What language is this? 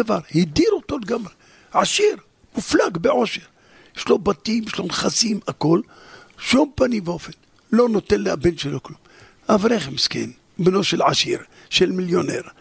Hebrew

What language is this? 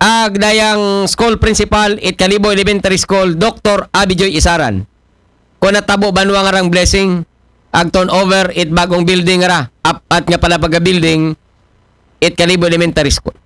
Aklanon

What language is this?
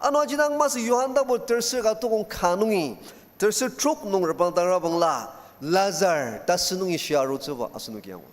Ao Naga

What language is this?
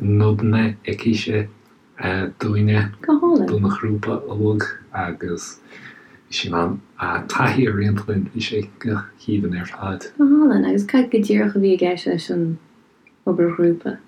Irish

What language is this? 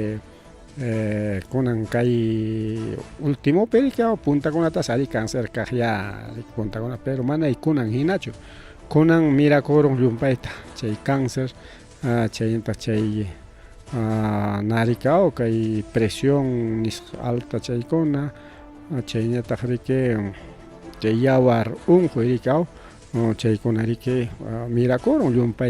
Ayacucho Quechua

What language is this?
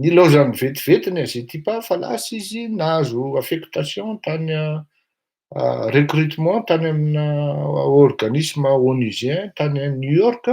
Malagasy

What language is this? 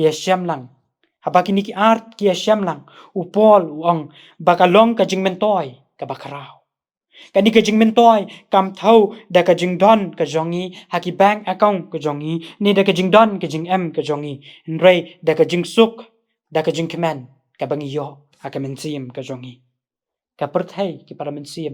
Khasi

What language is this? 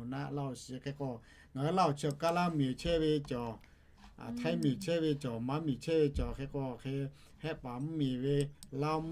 Lahu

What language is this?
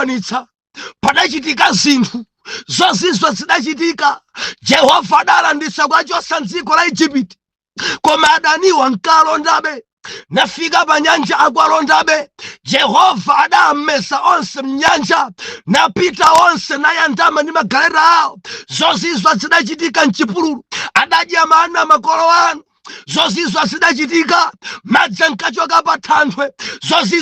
Nyanja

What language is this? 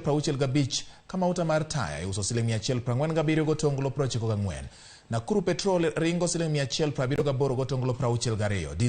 Luo (Kenya and Tanzania)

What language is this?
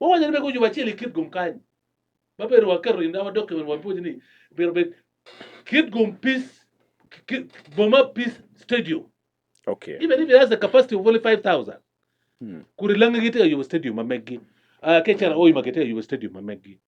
Acoli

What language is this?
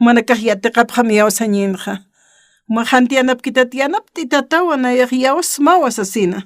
Aymara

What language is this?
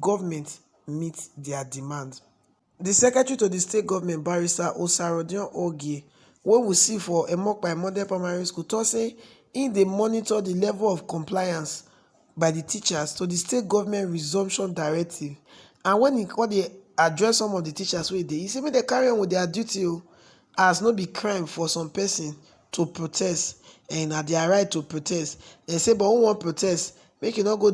Nigerian Pidgin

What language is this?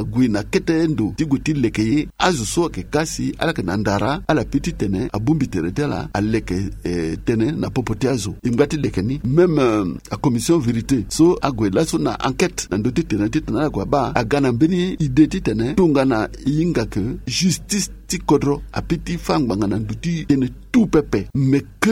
Sango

